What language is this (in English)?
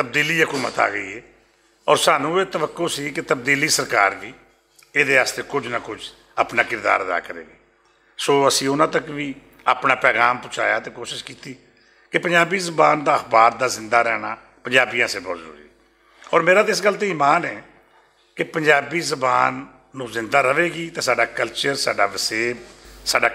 Western Panjabi